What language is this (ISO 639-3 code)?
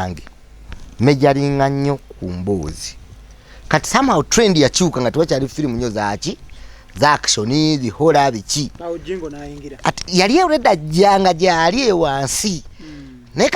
lug